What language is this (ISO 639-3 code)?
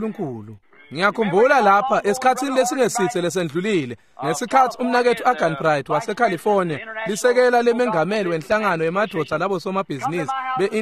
ssw